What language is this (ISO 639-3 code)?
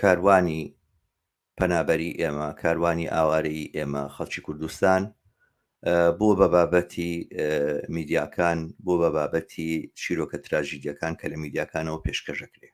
ckb